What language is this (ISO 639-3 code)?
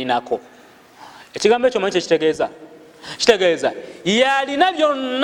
lug